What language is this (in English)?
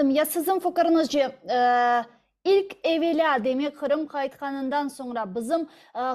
Crimean Tatar